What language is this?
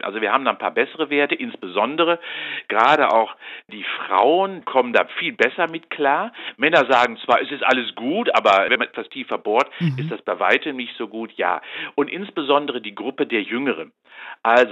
German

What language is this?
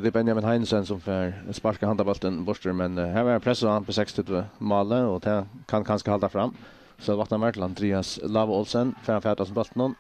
Faroese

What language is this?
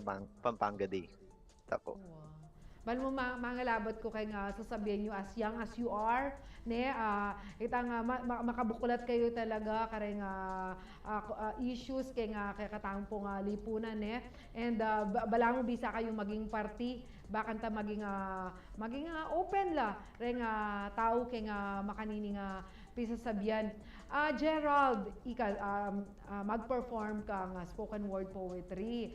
Pampanga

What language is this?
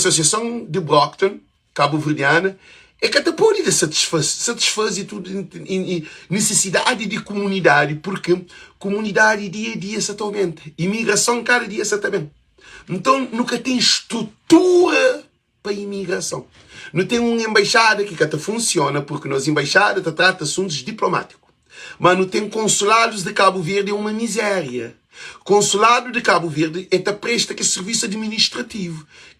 Kabuverdianu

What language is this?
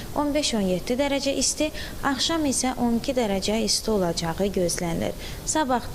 Azerbaijani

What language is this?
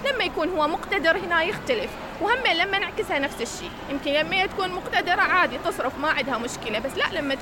Mesopotamian Arabic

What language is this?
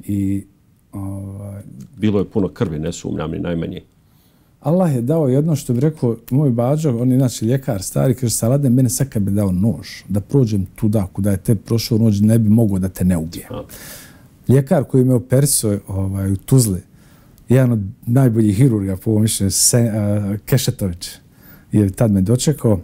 Bosnian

